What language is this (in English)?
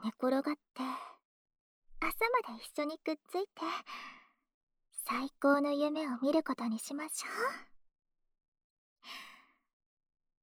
Japanese